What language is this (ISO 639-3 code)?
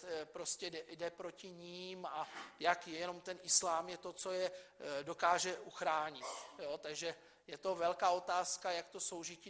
ces